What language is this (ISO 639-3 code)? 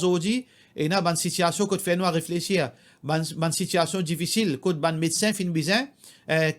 mfe